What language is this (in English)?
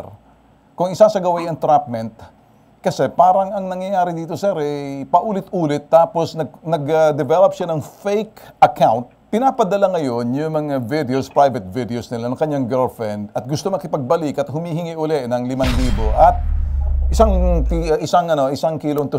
Filipino